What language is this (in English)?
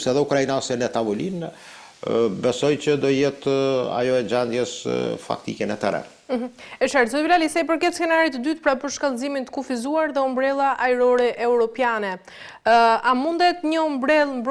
Albanian